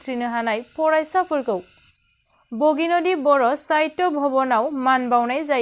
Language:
Bodo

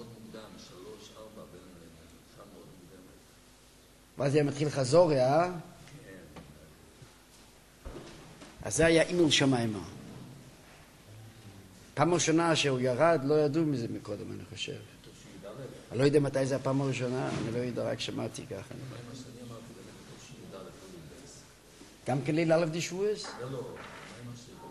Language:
Hebrew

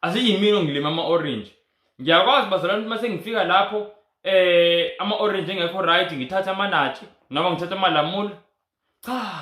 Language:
Zulu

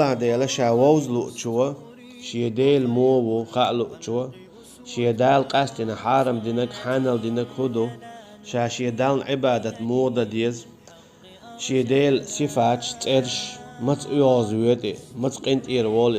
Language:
Chechen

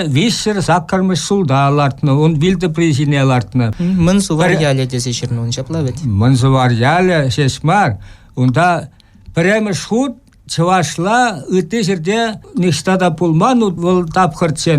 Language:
Chuvash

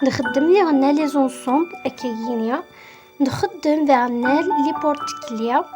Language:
Kabyle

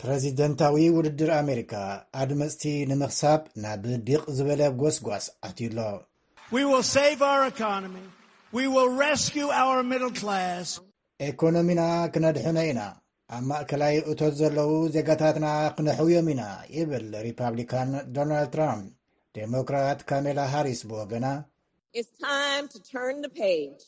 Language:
Tigrinya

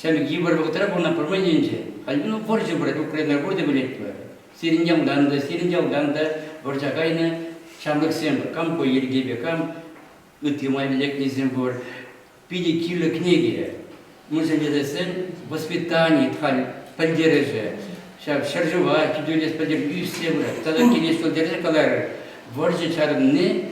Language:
Chuvash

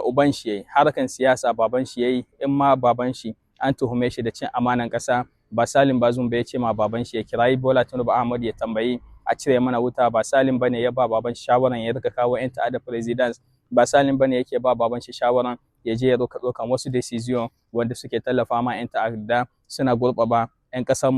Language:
Hausa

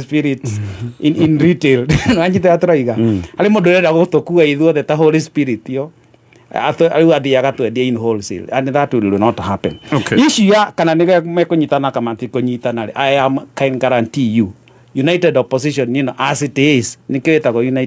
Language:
Kikuyu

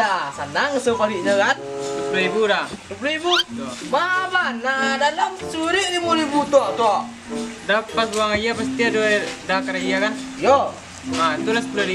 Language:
Minangkabau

